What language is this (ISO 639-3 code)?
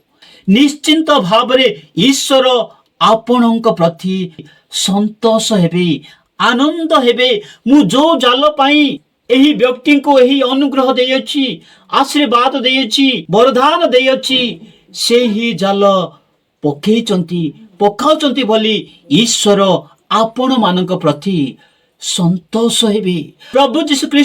ori